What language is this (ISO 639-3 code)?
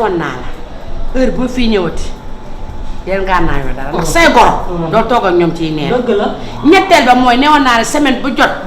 wol